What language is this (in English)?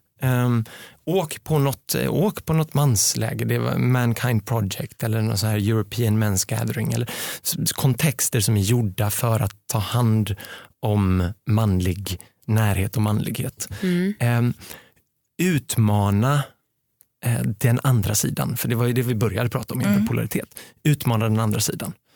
Swedish